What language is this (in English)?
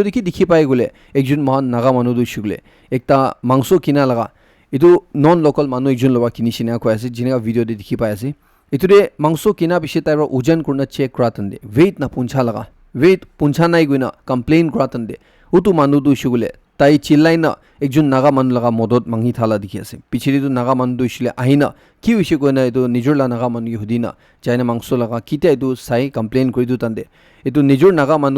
Naga Pidgin